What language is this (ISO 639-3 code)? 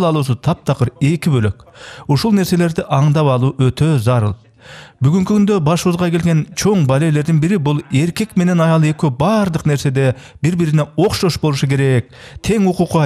kir